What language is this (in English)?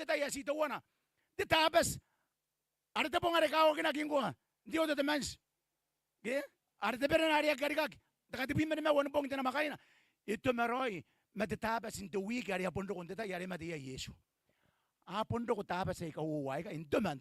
Gilbertese